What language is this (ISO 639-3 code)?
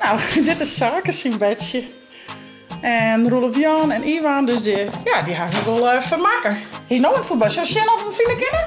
fry